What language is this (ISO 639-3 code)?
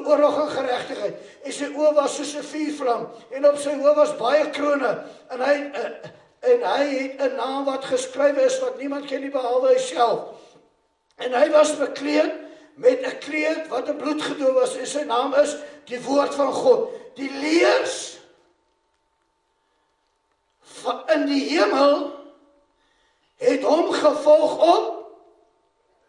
afr